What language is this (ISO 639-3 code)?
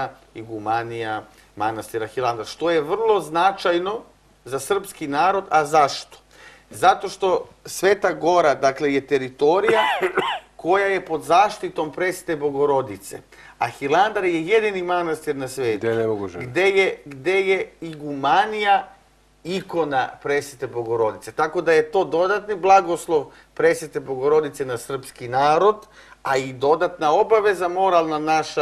srp